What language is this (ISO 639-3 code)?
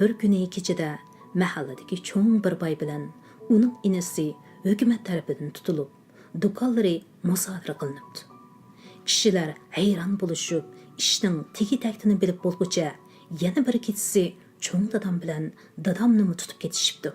uig